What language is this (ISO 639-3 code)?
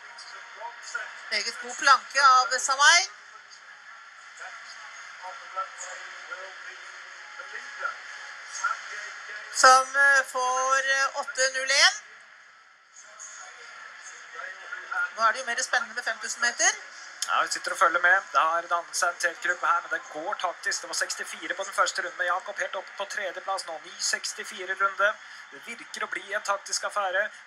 nor